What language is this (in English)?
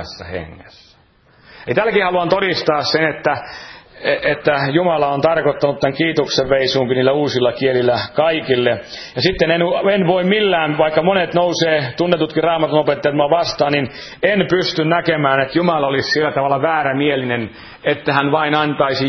Finnish